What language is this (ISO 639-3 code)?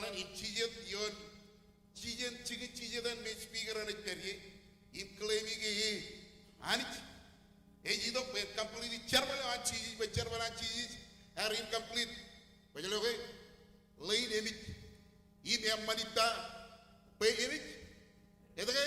mah